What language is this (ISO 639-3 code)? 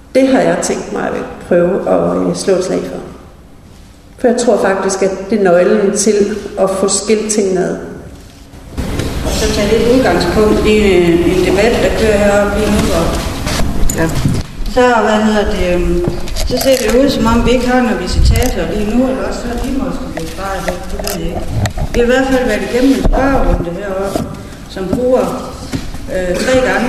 dan